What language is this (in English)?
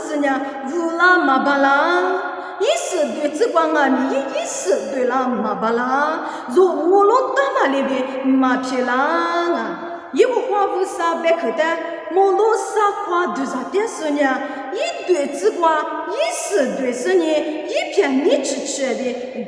Lisu